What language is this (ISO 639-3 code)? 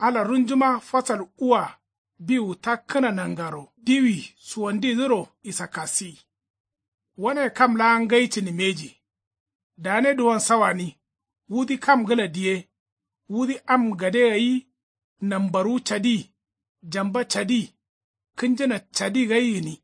kau